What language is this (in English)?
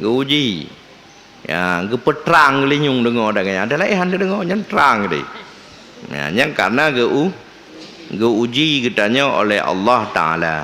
Achinese